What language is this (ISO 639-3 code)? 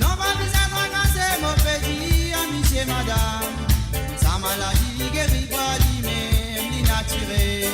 mfe